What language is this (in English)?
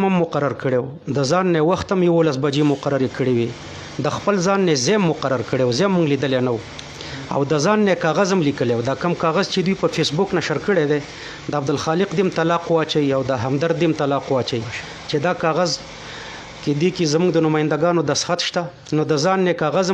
Pashto